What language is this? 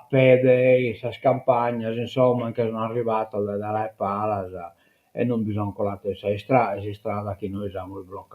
Sardinian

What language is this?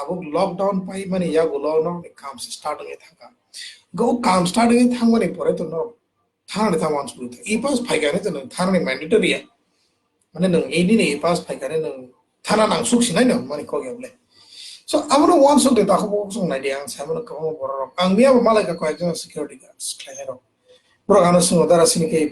Kok Borok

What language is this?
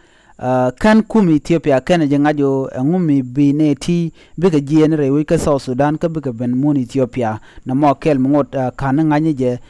Nuer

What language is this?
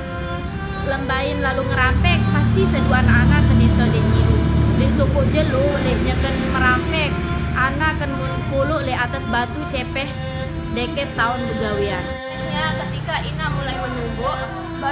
Sasak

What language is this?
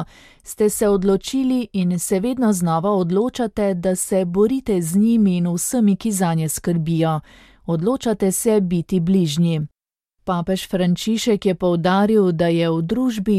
Slovenian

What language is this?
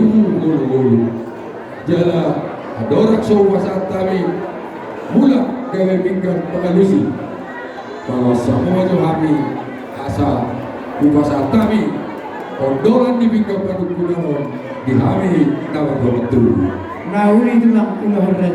Batak Toba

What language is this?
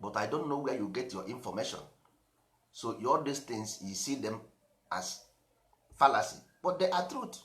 Igbo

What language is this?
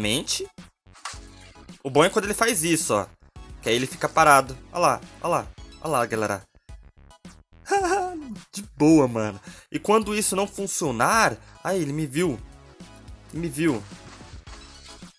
Portuguese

